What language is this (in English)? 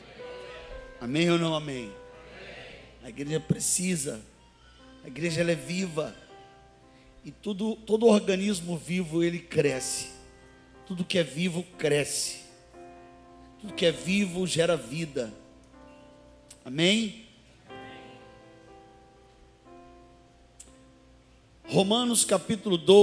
Portuguese